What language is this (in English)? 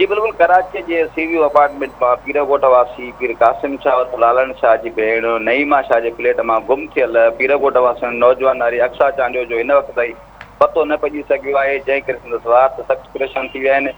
Sindhi